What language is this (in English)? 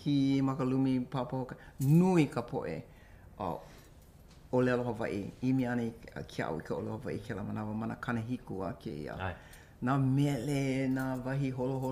Hawaiian